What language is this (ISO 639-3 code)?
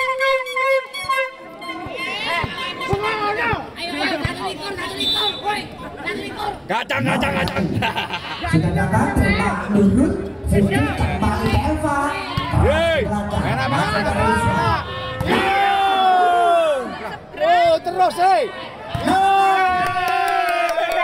ind